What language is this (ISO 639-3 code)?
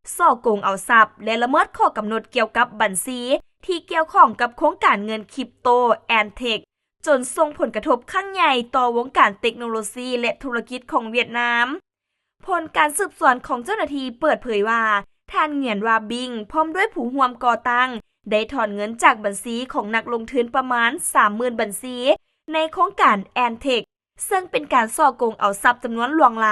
lao